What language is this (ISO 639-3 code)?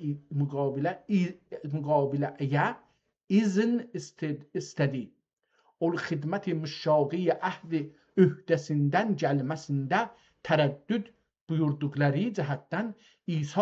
azb